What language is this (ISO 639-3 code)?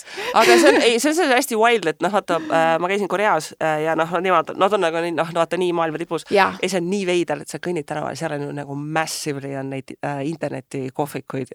est